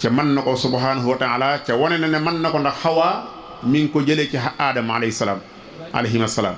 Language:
Wolof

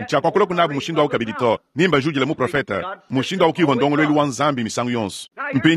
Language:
Luba-Lulua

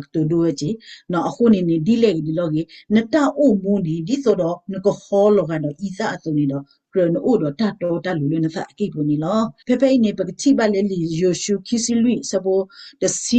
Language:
S'gaw Karen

